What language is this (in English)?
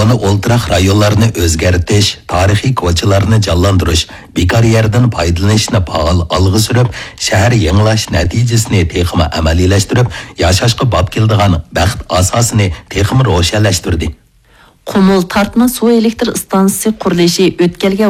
Uyghur